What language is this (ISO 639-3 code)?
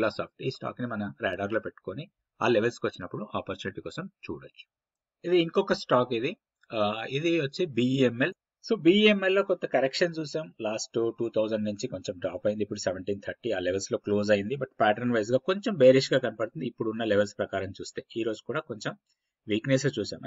tel